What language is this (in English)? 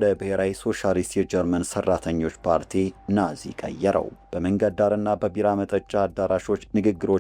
Amharic